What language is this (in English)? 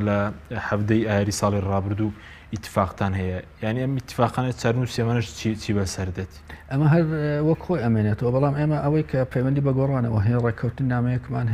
Central Kurdish